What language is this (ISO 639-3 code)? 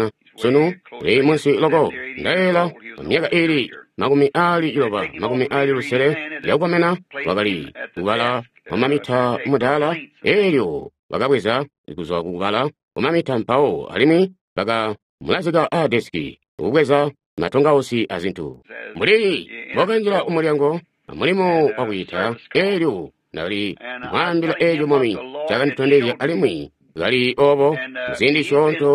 toi